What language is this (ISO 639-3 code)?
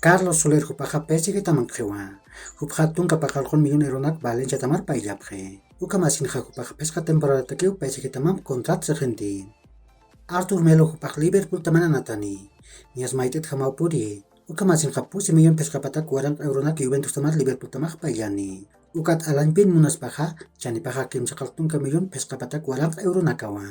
aym